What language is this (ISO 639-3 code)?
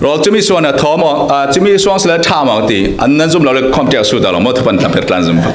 cfm